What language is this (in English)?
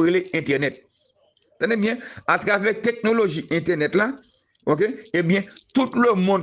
Haitian Creole